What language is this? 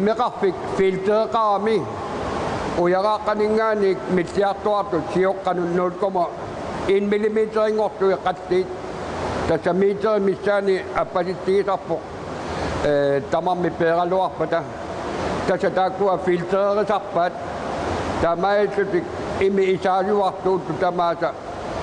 Kalaallisut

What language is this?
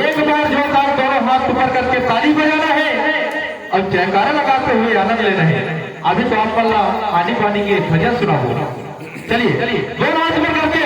Chhattisgarhi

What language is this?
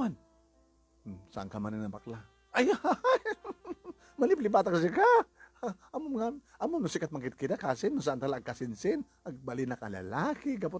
Iloko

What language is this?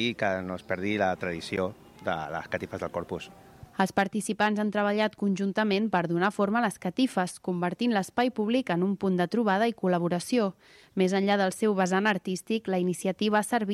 Catalan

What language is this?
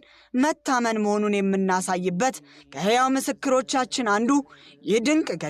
Amharic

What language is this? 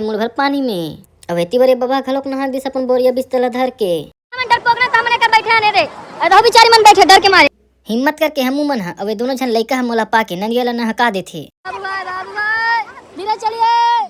Chhattisgarhi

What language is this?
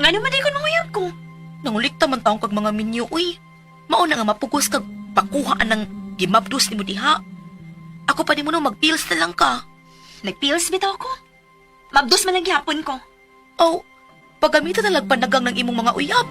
Cebuano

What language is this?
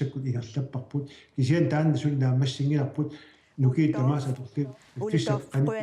Kalaallisut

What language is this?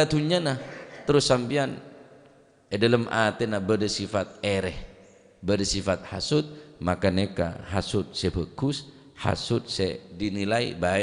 Madurese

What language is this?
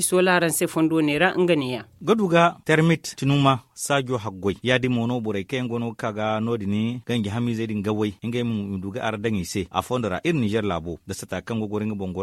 Zarma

